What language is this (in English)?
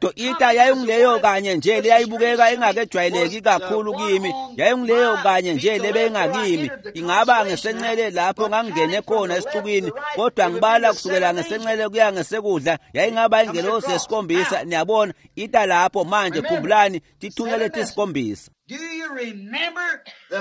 Swati